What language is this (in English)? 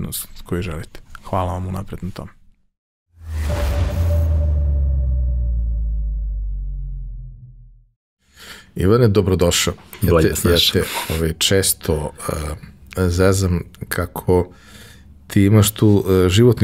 Serbian